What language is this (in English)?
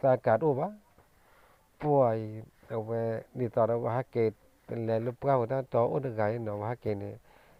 S'gaw Karen